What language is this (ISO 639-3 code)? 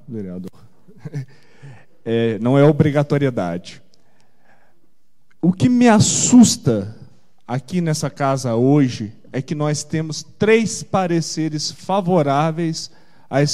por